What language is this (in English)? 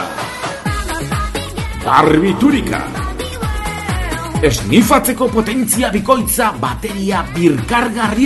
Basque